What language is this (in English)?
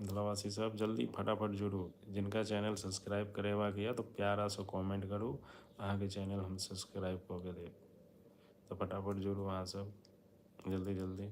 Maithili